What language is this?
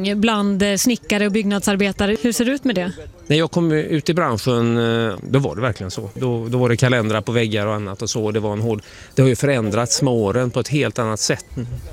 Swedish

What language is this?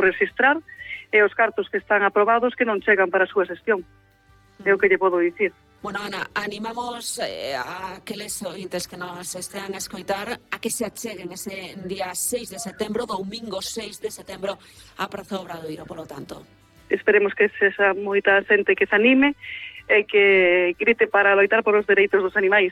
Galician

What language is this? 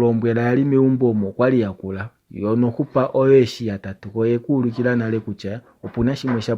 Kuanyama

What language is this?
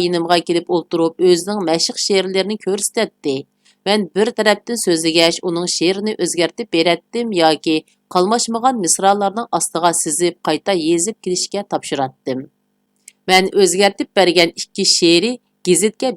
Uyghur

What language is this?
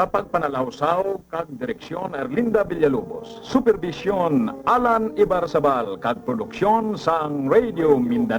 Hiligaynon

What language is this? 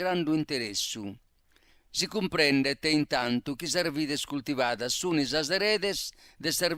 Sardinian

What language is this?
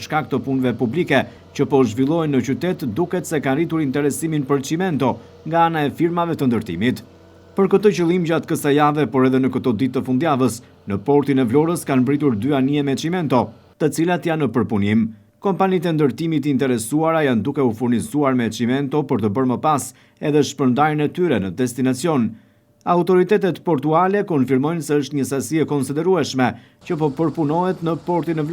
Albanian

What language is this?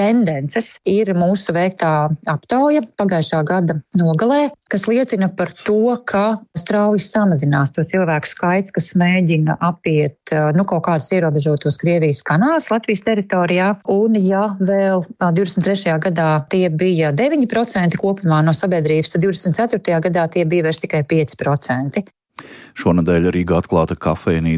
Latvian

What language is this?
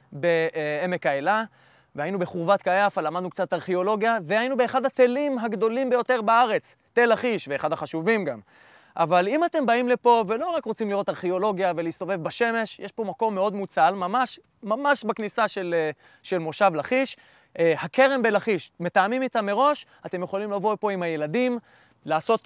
Hebrew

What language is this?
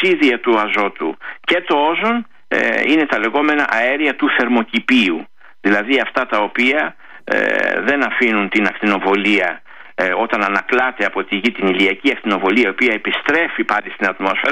Greek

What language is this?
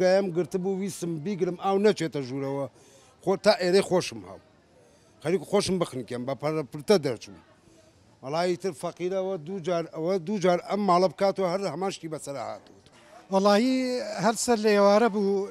Central Kurdish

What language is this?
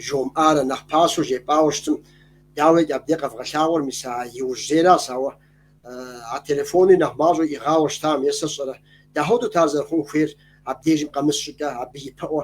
Kabardian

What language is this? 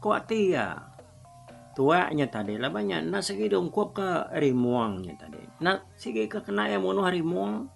Iban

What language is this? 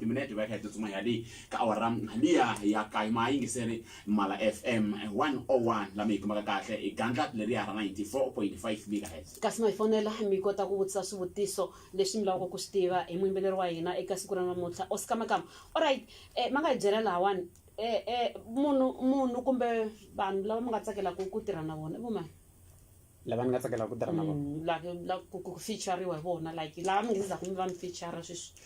Tsonga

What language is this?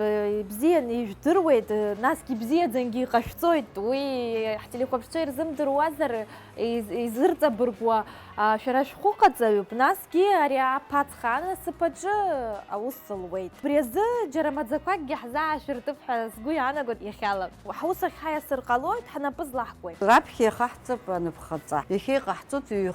Abkhazian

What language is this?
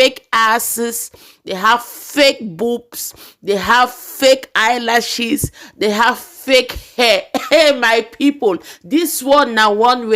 Nigerian Pidgin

